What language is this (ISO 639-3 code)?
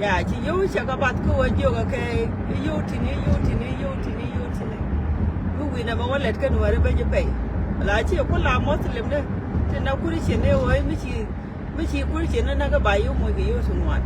nus